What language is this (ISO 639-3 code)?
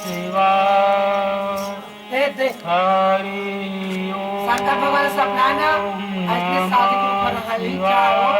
hne